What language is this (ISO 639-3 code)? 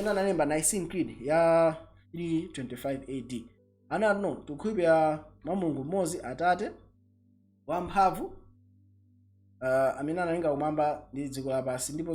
nya